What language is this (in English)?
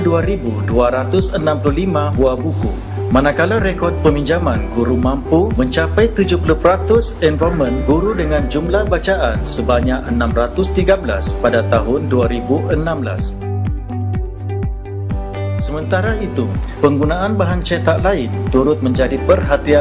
Malay